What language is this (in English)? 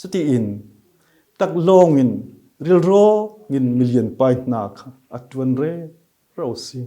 Falam Chin